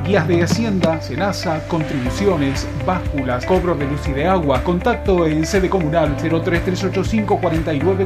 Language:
Spanish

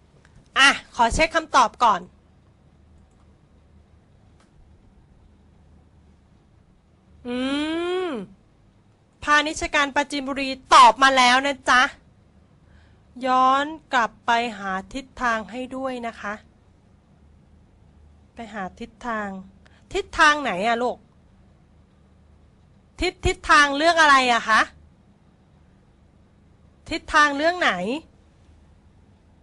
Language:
Thai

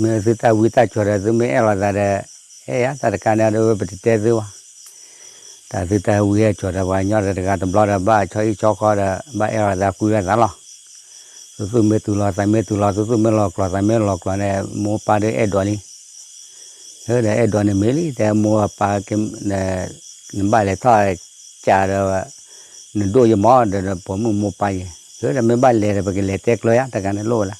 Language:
S'gaw Karen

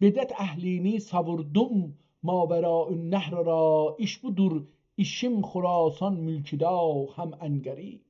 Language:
South Azerbaijani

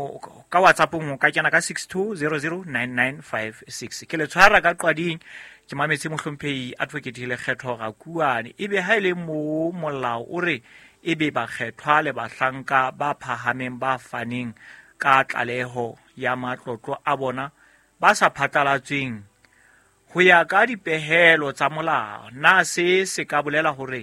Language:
Southern Sotho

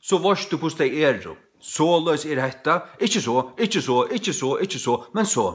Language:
Faroese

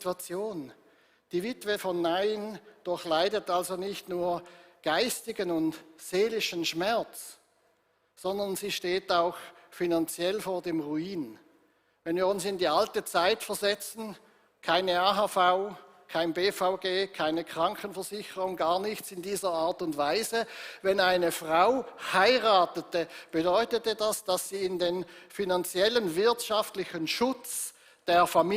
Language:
Swiss German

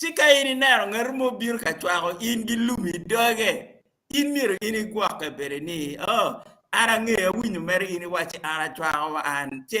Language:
Acoli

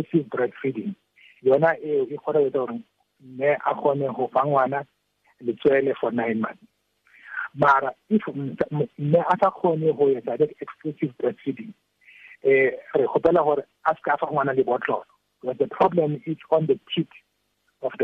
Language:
Tswana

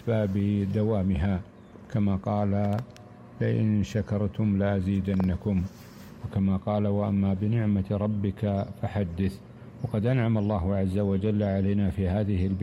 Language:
Arabic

